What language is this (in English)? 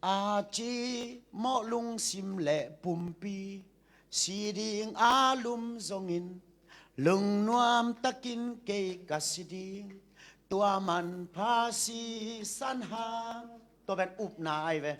Tedim Chin